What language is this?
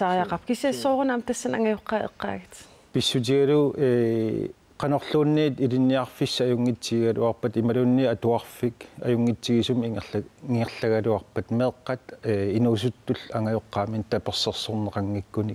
Kalaallisut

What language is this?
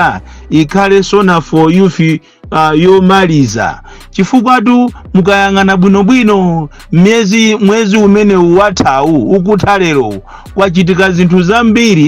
Nyanja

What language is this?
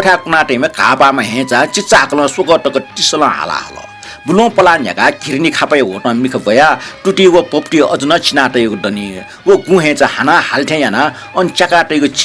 Newari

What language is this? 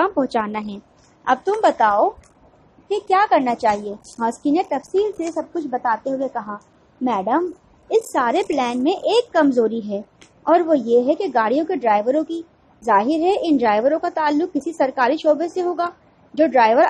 Urdu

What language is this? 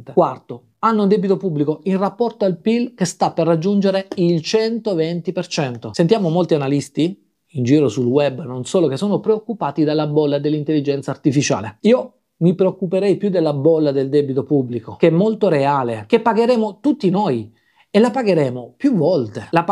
Italian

